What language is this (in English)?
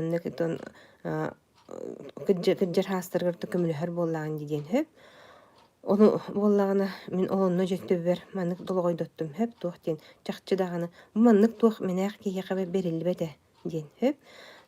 Yakut